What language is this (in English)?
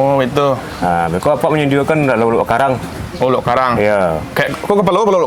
Minangkabau